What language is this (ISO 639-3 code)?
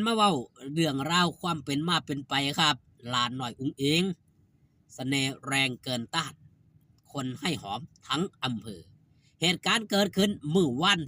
tts